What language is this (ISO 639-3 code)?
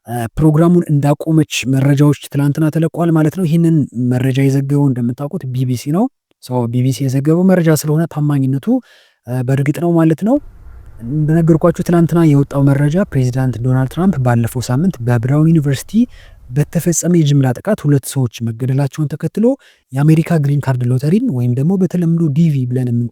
amh